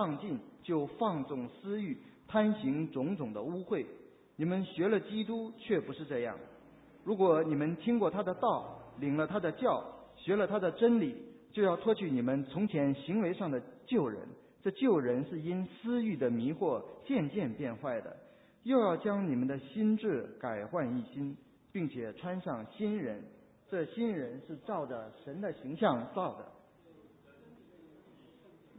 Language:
Chinese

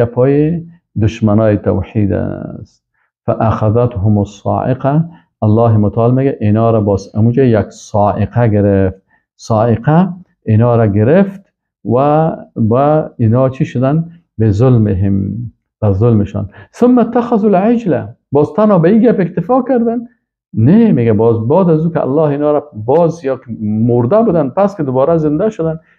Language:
Persian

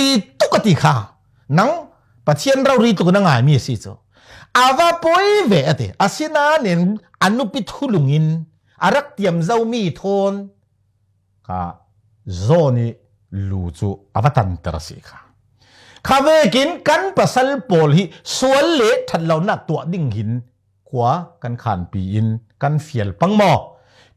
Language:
Falam Chin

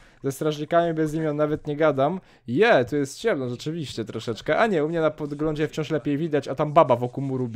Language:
Polish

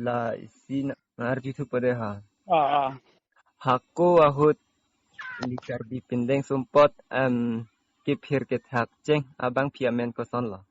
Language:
Karbi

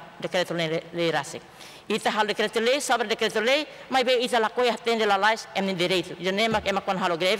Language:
Tetum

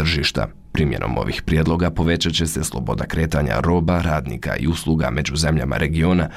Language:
Bosnian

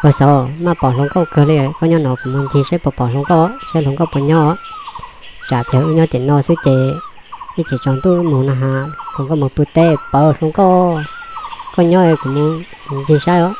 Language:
Hmong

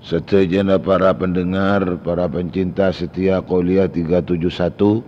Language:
Madurese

